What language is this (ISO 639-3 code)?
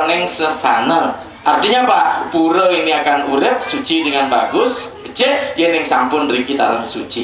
ban